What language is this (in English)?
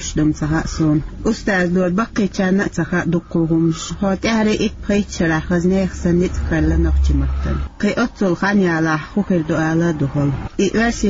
Chechen